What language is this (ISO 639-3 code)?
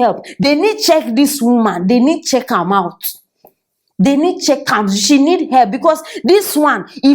pcm